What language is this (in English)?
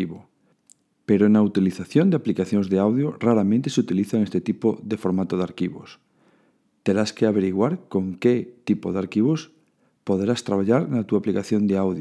Galician